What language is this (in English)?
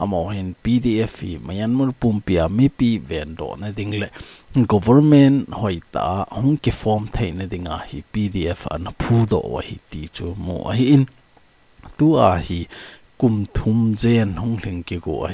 Thado Chin